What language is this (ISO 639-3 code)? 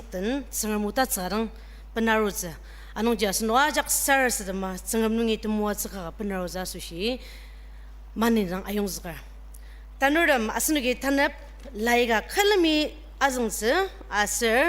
njo